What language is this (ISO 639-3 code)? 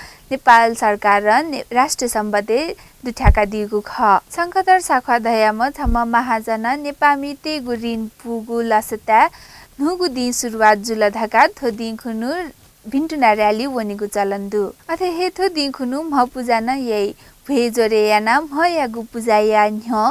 new